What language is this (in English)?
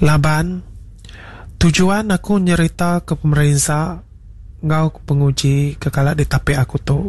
Iban